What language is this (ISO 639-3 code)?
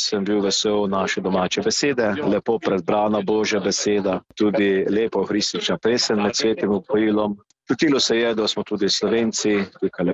slv